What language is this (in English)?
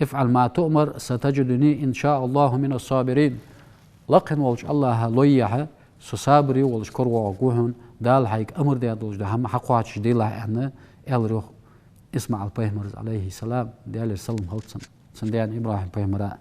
Ingush